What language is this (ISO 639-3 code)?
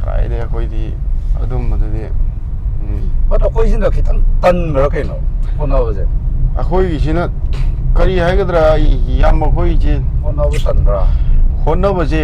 mni